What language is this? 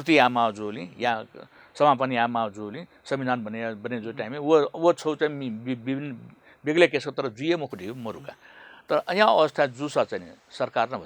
Newari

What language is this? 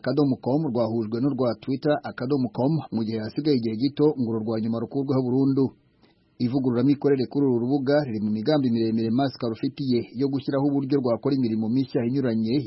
Kinyarwanda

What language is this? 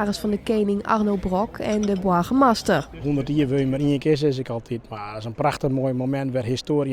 Western Frisian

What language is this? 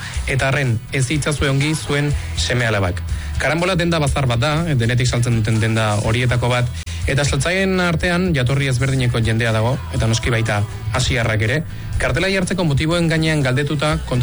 Basque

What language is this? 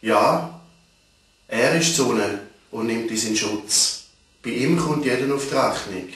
Swiss German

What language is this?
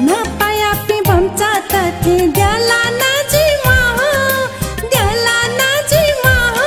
Newari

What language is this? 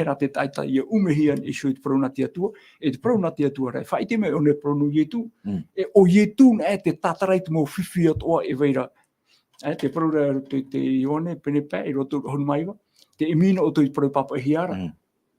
Tahitian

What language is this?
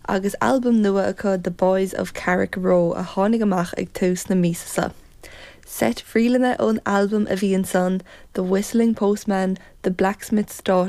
Irish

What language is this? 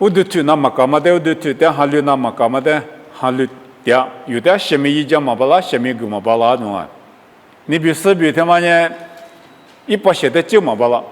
Lisu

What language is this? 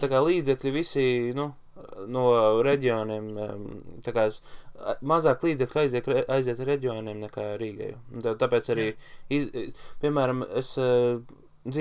Latvian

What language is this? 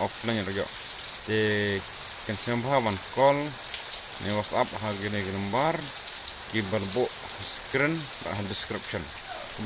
Khasi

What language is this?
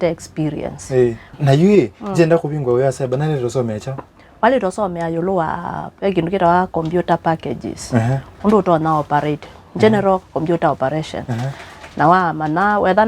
Kamba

